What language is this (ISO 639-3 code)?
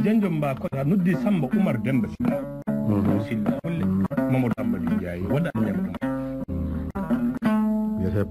ful